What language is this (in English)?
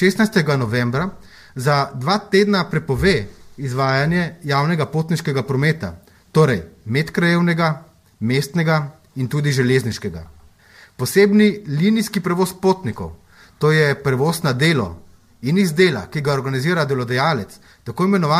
Slovenian